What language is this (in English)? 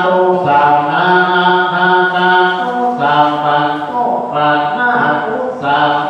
Pali